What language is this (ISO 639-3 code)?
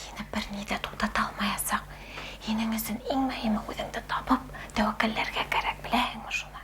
bak